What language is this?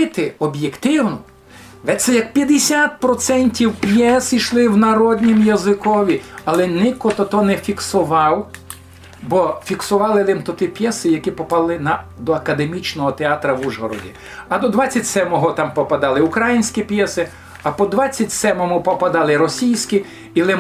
Rusyn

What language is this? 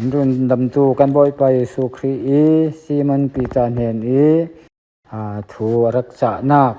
Falam Chin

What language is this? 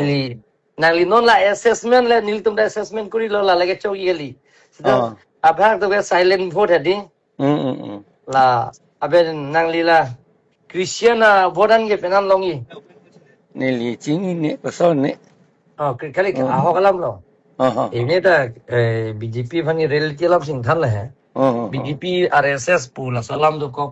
Karbi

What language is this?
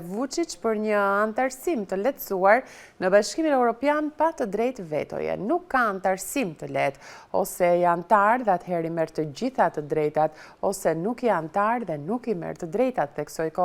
Albanian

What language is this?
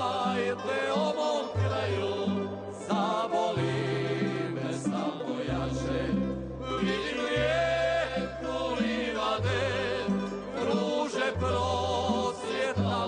Croatian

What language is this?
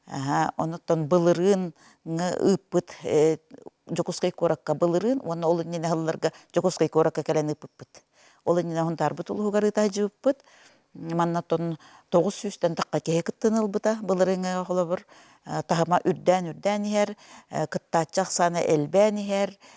Yakut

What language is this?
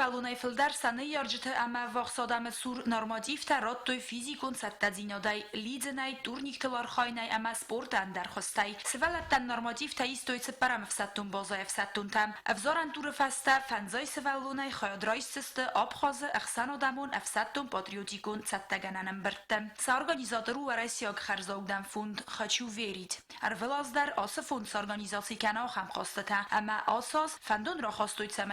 Ossetic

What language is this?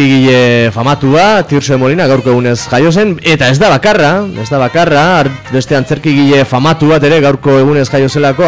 Basque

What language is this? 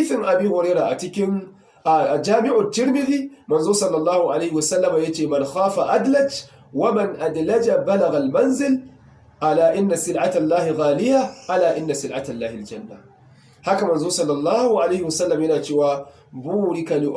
Hausa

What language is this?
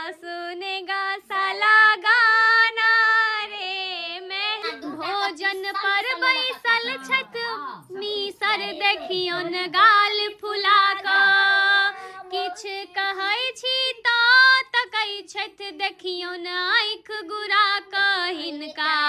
Maithili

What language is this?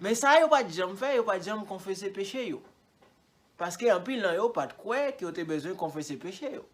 Haitian Creole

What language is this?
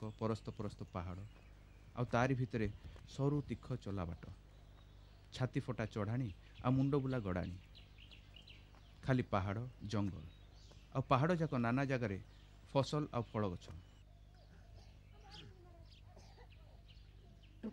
Odia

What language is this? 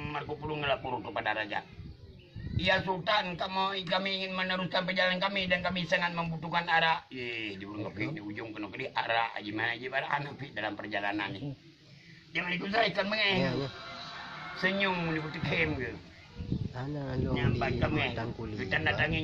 Achinese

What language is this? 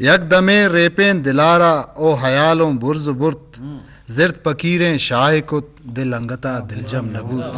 Eastern Balochi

